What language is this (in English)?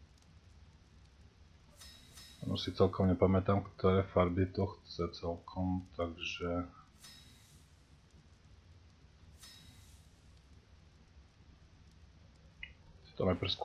Slovak